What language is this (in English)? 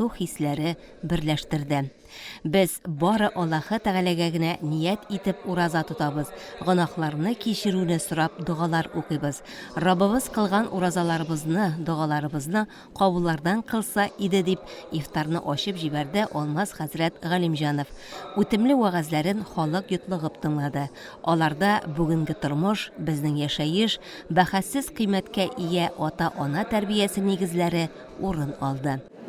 Tatar